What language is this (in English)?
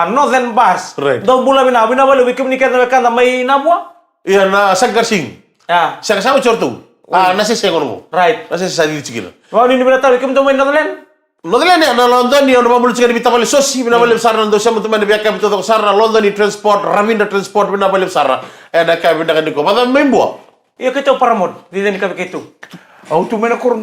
Fijian